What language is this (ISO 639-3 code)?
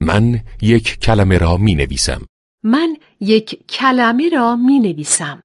fas